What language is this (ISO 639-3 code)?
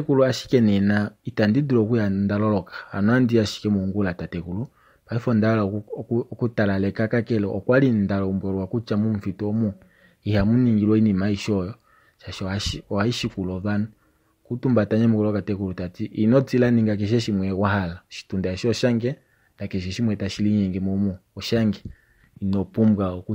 kua